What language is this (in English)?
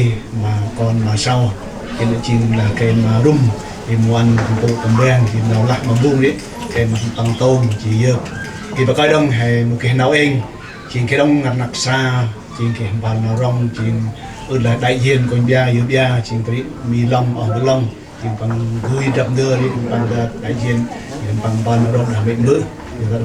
Central Mnong